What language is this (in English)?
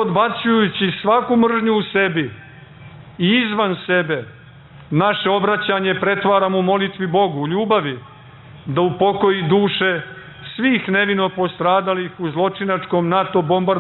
Serbian